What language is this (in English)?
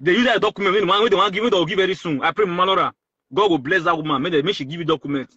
Nigerian Pidgin